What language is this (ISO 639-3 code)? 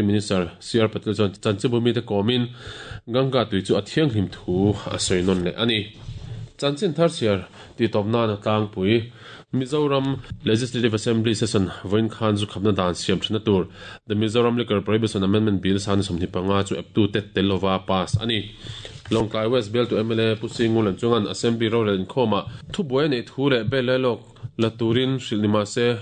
lus